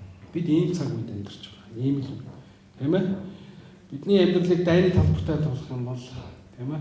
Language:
Mongolian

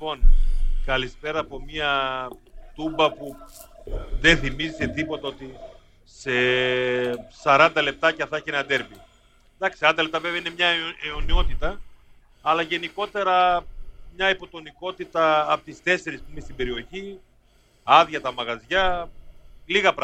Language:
Greek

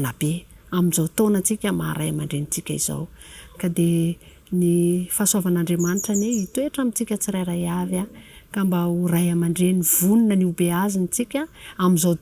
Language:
Malagasy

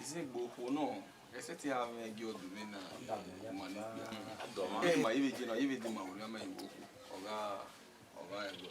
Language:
Bini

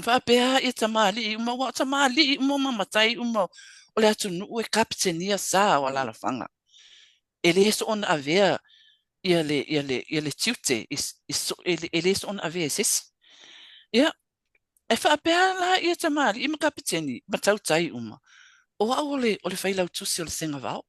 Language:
Samoan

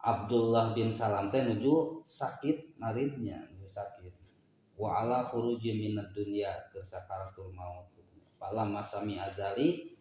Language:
Sundanese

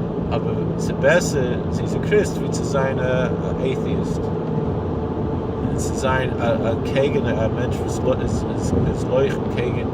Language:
Yiddish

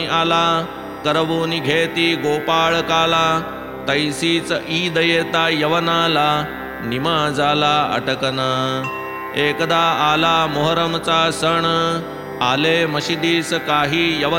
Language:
Marathi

